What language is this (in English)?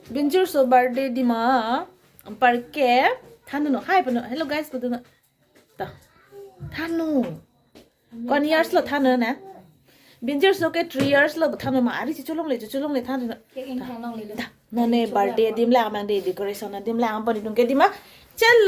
Karbi